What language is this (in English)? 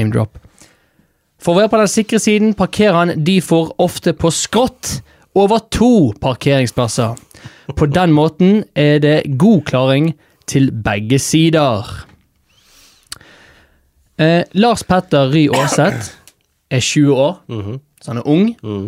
Norwegian